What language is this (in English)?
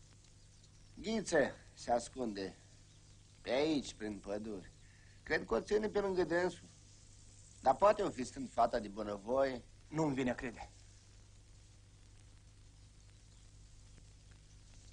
Romanian